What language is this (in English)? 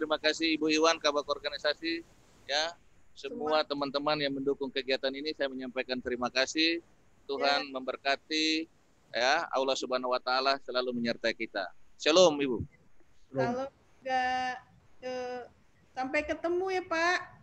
Indonesian